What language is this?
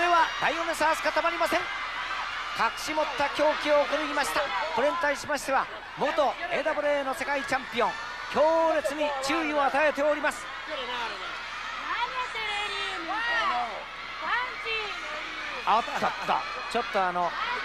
Japanese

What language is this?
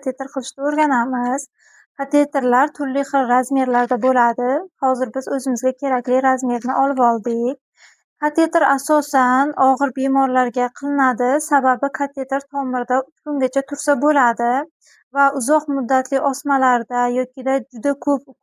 Uzbek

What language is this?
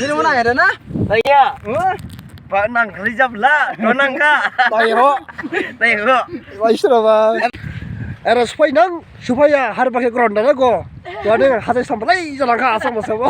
Dimasa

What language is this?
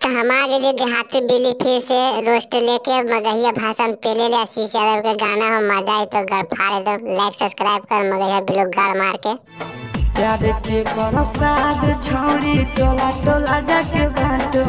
Magahi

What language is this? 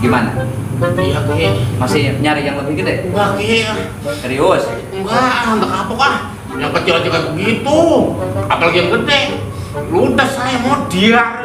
Betawi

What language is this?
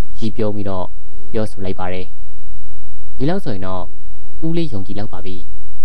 Burmese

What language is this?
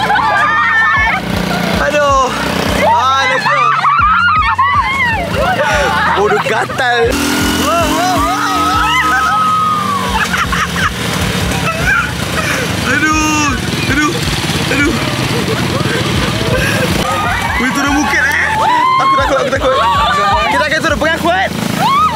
Malay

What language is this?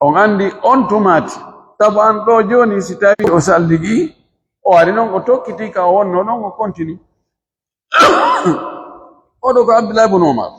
Fula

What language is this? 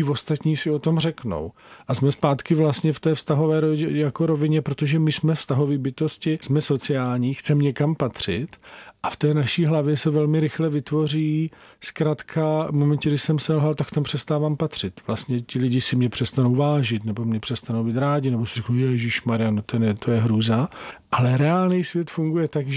Czech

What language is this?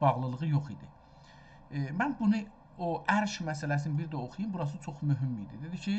South Azerbaijani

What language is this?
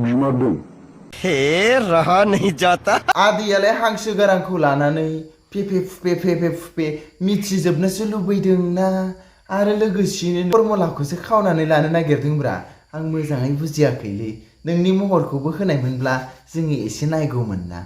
Bodo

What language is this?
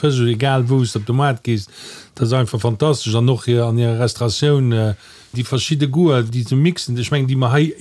Luxembourgish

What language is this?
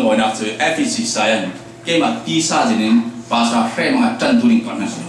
Falam Chin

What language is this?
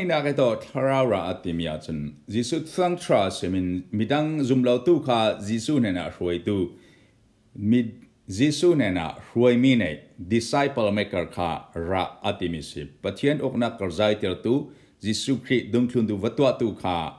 Falam Chin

